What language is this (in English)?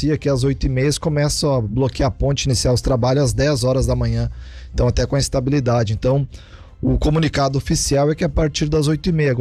Portuguese